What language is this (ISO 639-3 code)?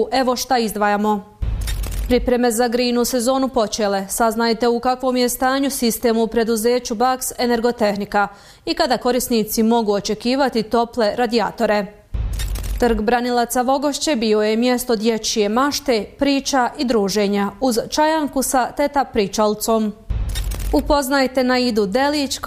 bos